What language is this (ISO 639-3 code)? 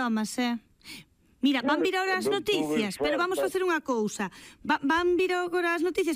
glg